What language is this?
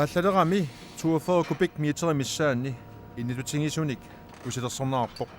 Kalaallisut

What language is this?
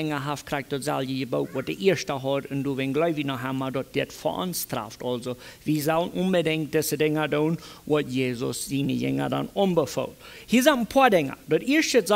Plautdietsch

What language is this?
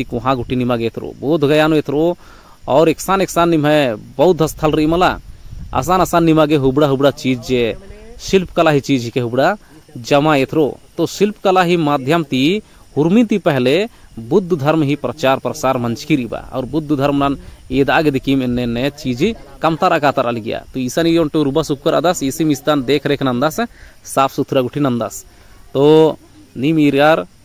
Kurukh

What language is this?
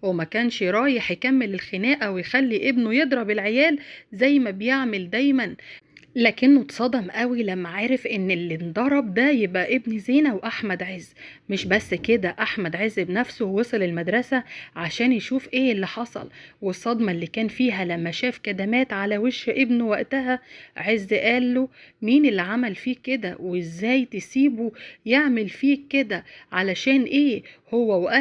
Egyptian Arabic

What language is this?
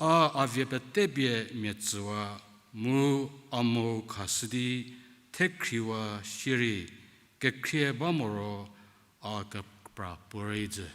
Angami Naga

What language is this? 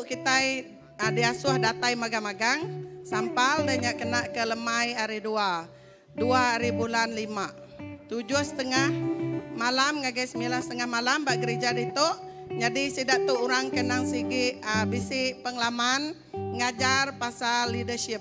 Iban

